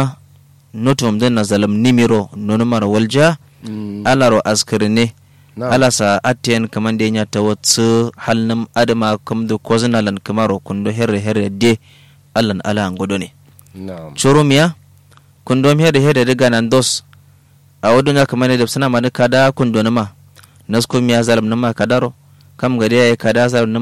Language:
Kanuri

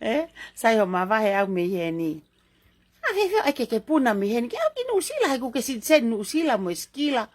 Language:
Tongan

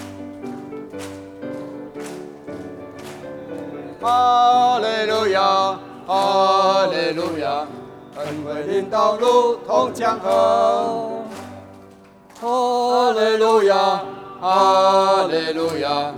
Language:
Chinese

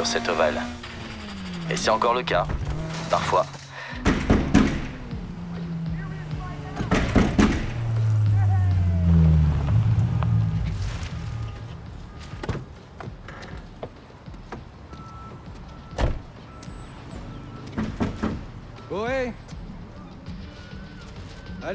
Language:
French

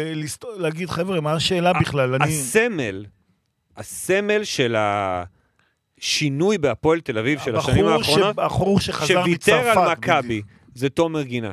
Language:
Hebrew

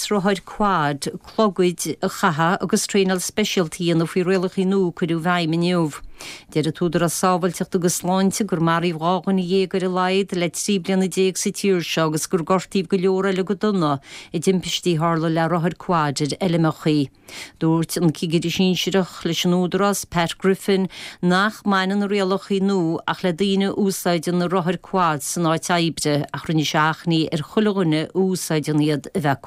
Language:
Irish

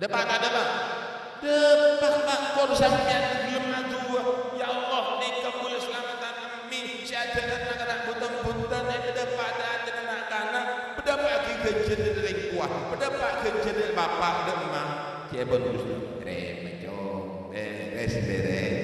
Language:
Madurese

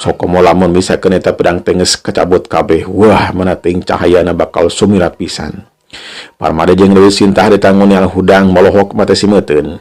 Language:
Sundanese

